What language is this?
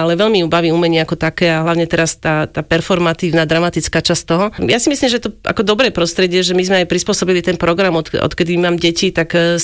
Slovak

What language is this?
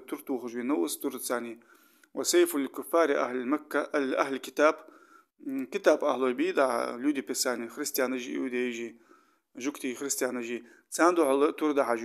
Ingush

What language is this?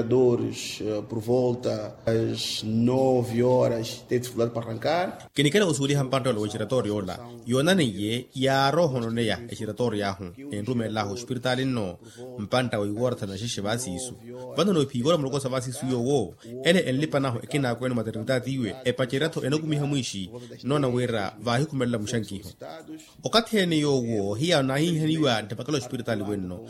Makhuwa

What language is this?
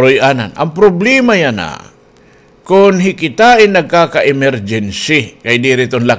Waray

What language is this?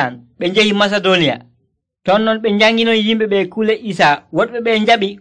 Nigerian Fulfulde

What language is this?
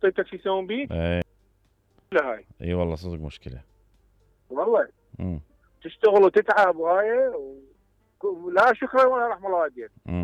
Mesopotamian Arabic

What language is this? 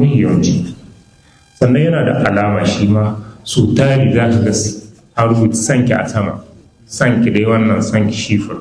Hausa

